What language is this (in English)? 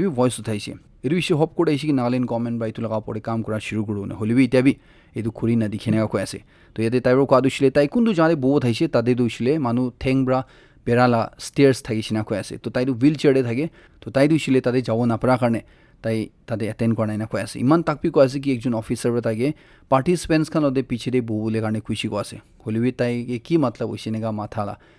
Naga Pidgin